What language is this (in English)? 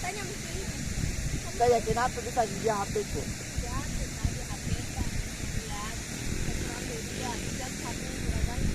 Makassar Malay